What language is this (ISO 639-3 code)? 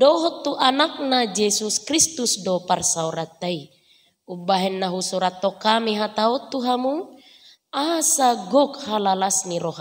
bbc